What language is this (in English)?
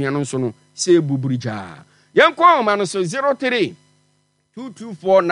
Akan